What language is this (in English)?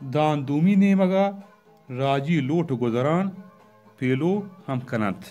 Baluchi